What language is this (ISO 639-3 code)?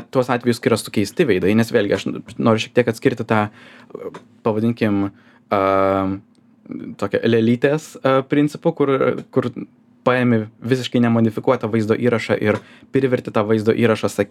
lit